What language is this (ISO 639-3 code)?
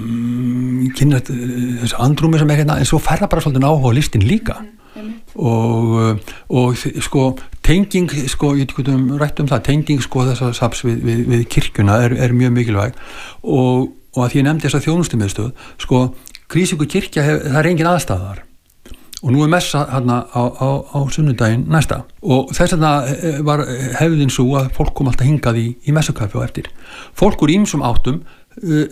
isl